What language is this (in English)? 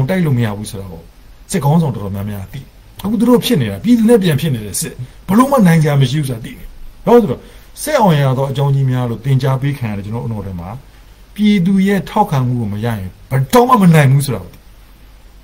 Burmese